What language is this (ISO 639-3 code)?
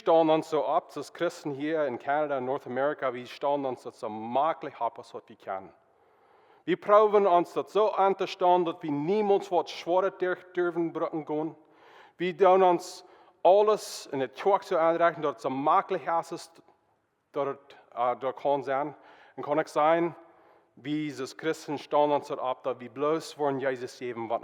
pdt